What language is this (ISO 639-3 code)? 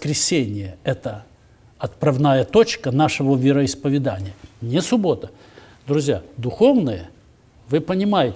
rus